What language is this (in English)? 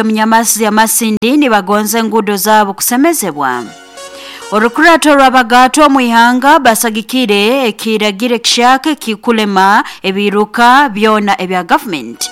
Nyoro